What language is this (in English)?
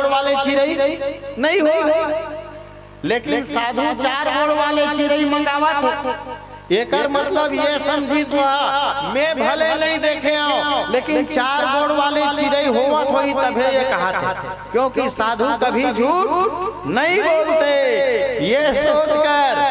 Chhattisgarhi